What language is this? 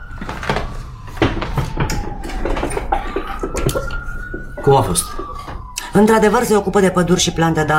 Romanian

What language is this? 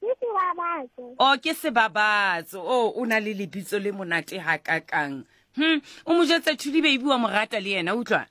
Southern Sotho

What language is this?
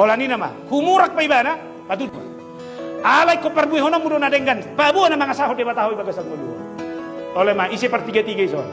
Batak Toba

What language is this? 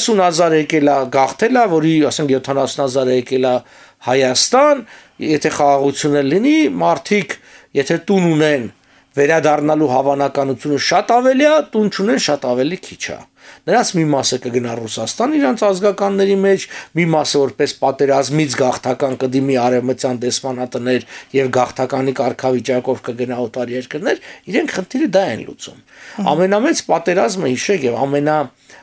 Armenian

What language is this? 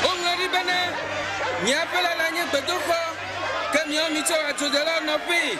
Ewe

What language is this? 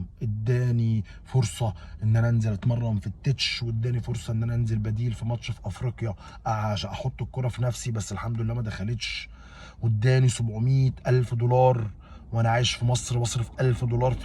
Egyptian Arabic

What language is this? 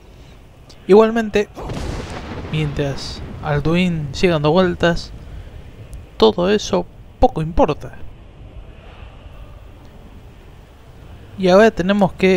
Spanish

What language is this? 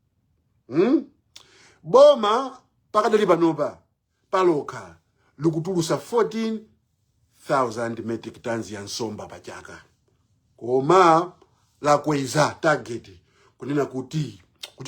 Nyanja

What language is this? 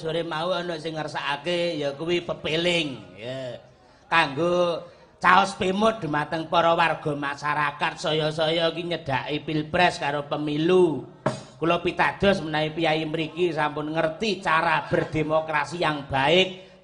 Javanese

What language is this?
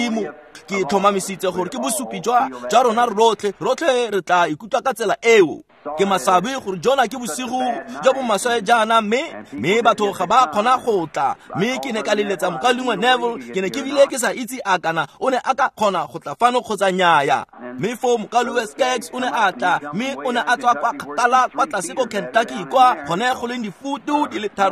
Tswana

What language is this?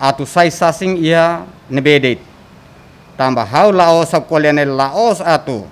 Tetum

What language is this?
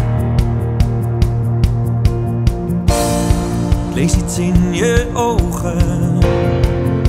Dutch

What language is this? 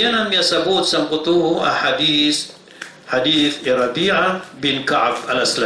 Maranao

